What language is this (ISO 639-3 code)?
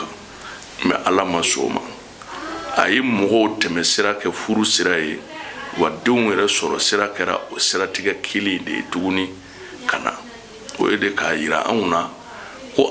bam